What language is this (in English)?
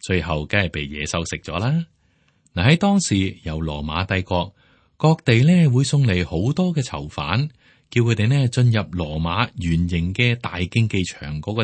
Cantonese